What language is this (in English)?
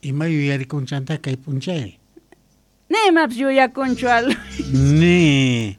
Quechua